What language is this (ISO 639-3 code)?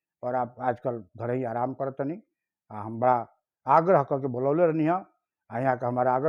bho